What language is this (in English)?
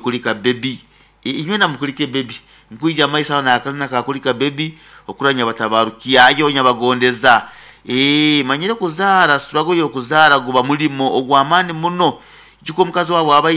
Nyankole